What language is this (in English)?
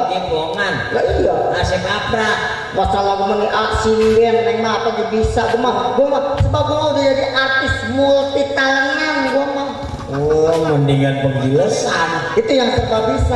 Betawi